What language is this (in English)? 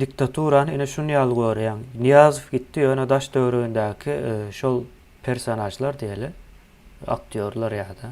Turkmen